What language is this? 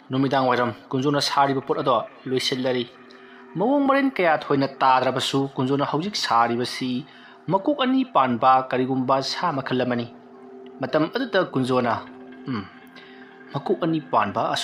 Manipuri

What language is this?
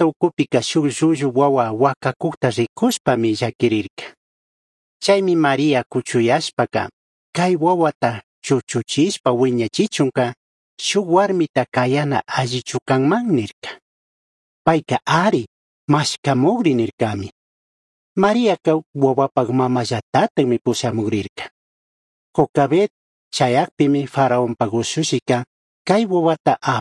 Chimborazo Highland Quichua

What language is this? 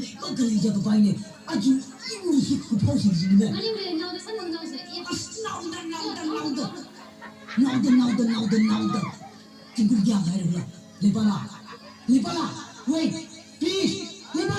Tangkhul Naga (India)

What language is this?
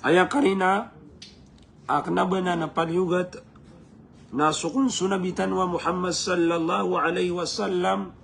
Maranao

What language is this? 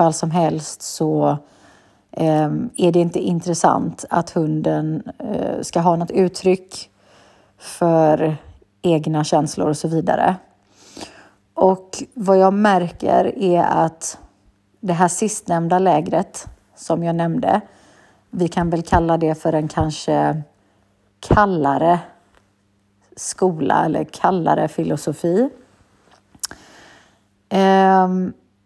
Swedish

